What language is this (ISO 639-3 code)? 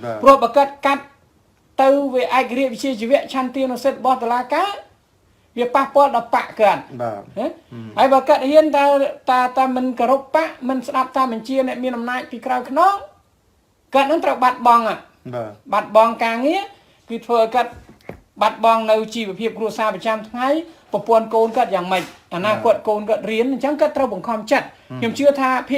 khm